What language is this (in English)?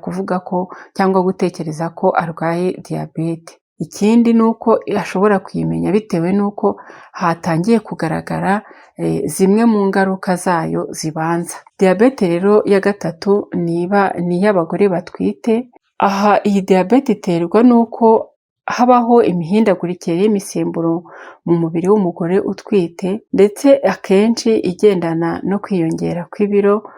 Kinyarwanda